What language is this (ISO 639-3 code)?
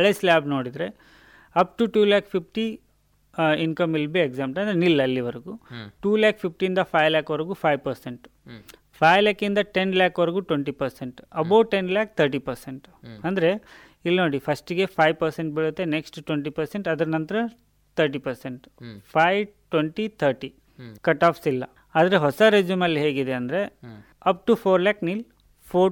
kan